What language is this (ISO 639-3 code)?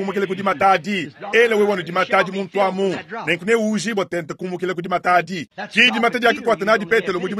lua